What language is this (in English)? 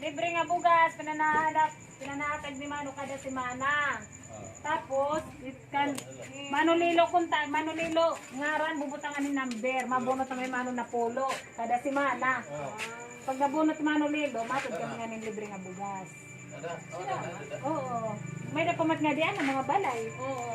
Waray